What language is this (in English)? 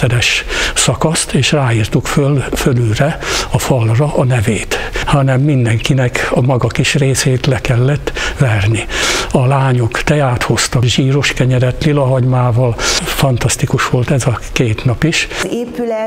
Hungarian